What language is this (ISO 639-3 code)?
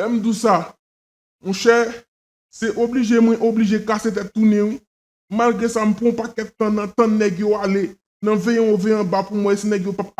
hat